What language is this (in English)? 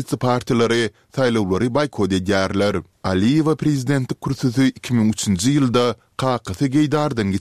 Turkmen